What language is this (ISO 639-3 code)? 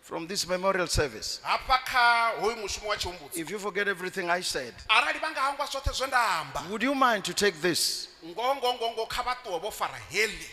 ven